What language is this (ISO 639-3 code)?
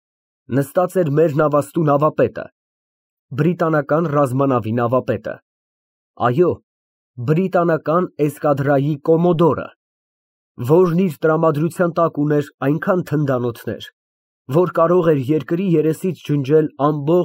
hye